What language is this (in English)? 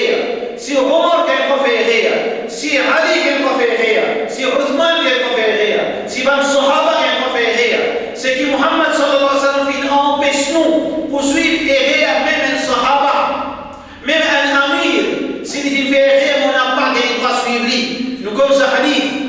Morisyen